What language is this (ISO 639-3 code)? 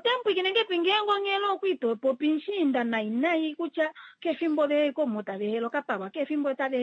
kua